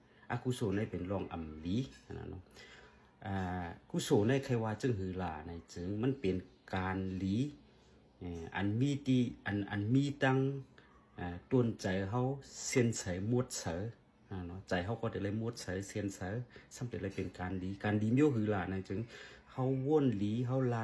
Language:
Shan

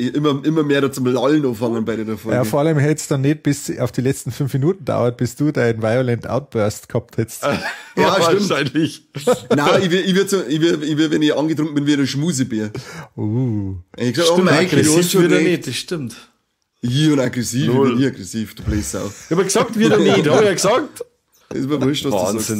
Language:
Bavarian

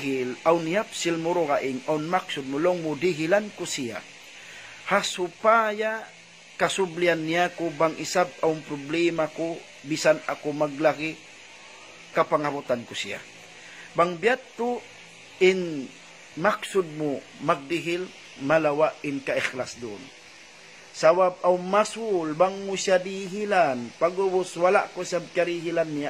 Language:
Tausug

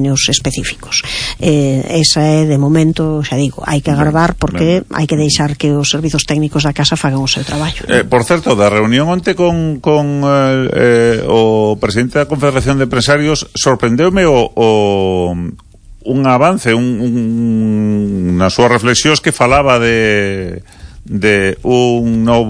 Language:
Galician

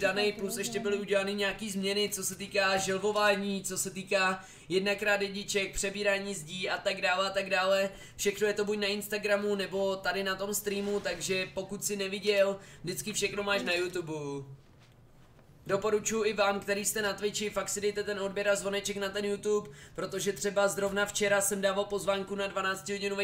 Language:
Czech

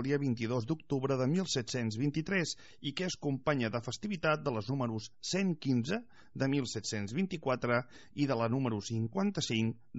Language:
Catalan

